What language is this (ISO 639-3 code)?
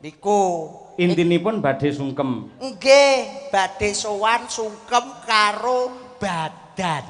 jav